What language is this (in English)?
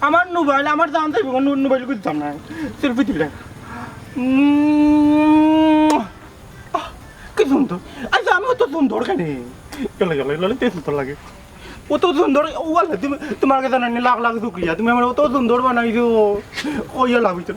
Sylheti